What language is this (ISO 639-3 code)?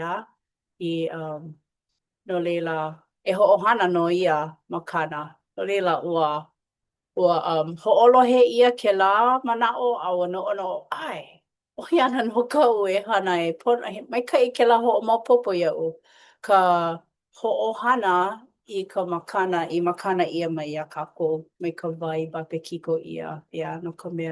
haw